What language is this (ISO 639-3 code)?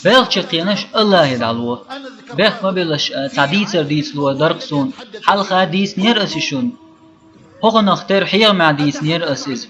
che